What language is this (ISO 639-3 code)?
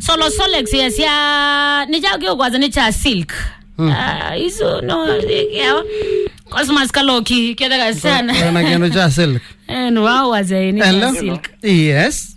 kam